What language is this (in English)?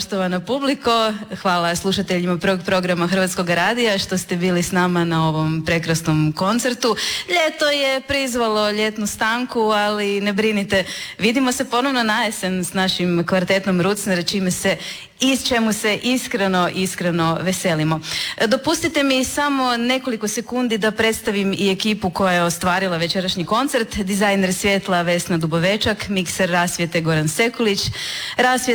Croatian